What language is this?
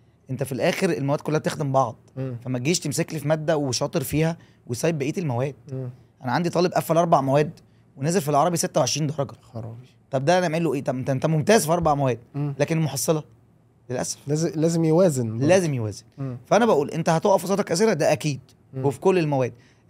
Egyptian Arabic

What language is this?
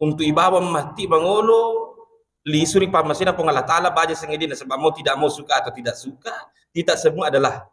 Buginese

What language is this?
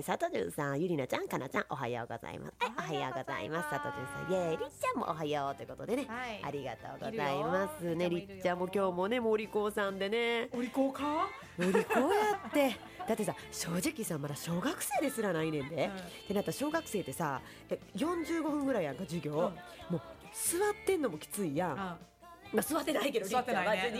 Japanese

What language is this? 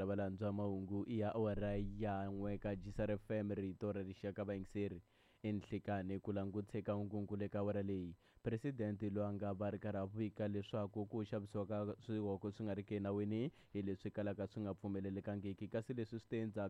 Tsonga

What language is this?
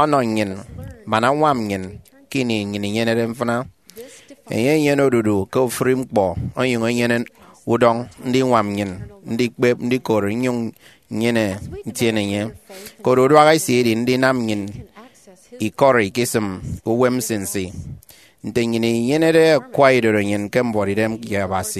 Efik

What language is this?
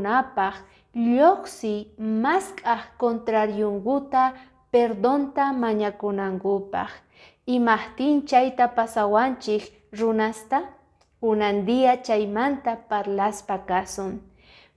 Quechua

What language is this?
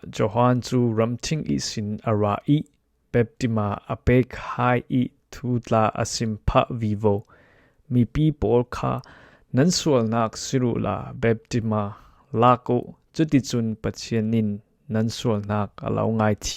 Falam Chin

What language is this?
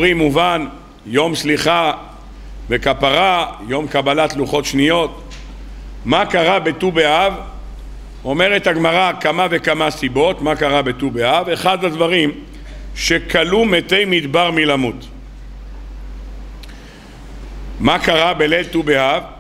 Hebrew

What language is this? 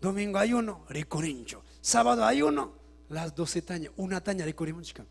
Ayacucho Quechua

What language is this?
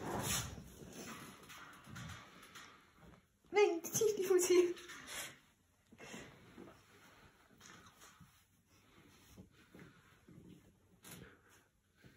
Dutch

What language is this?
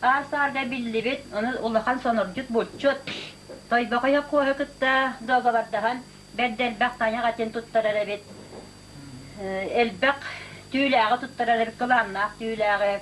Yakut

